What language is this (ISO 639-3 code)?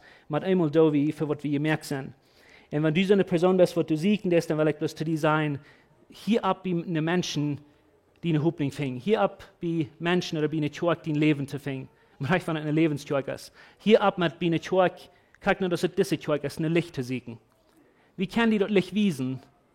pdt